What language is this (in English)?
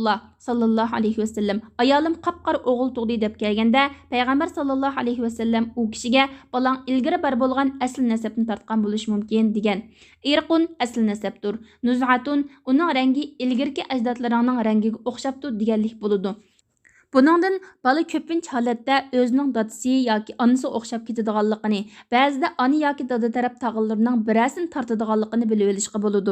Uyghur